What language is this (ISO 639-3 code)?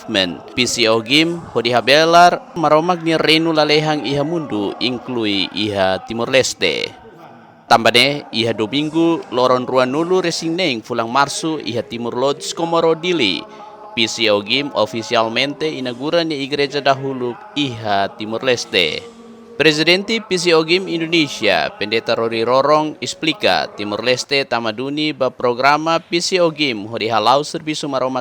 tet